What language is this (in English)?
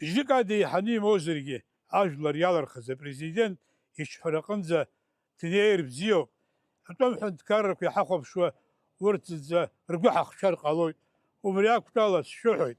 Abkhazian